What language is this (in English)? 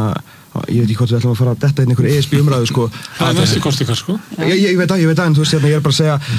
Icelandic